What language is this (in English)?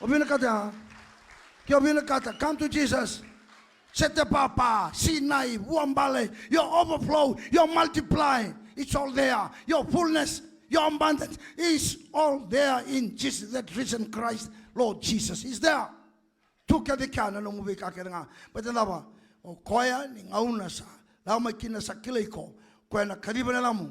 Fijian